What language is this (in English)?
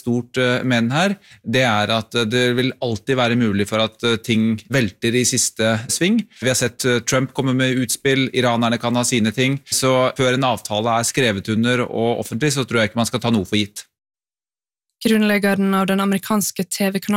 Norwegian